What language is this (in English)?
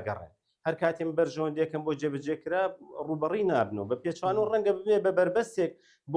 Central Kurdish